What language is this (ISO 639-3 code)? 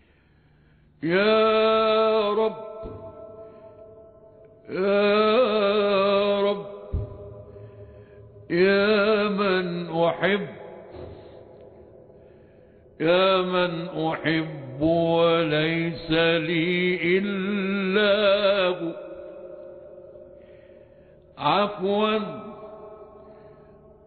ara